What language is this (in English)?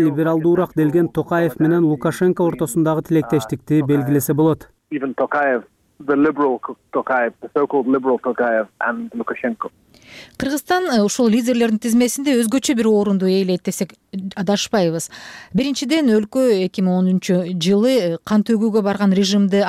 Kyrgyz